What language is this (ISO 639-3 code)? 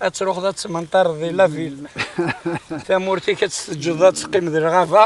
kab